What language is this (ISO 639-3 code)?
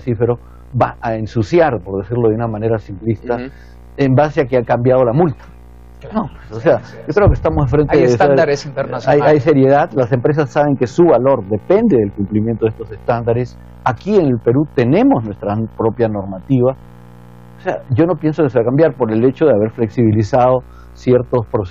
spa